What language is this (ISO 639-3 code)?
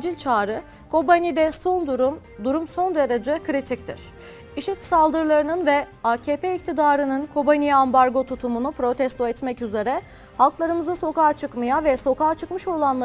tur